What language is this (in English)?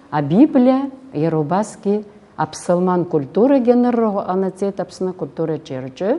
Abkhazian